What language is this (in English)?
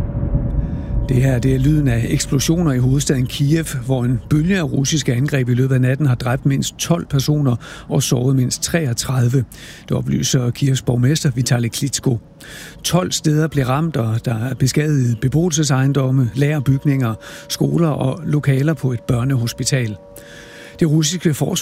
Danish